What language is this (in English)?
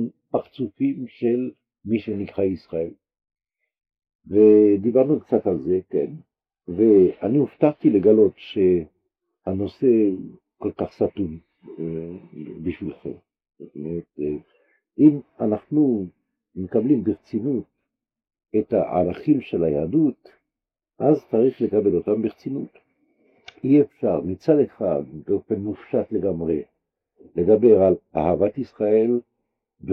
Hebrew